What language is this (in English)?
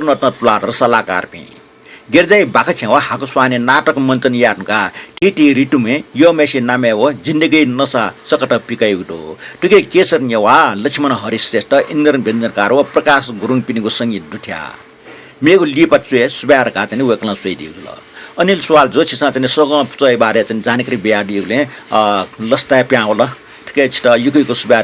Newari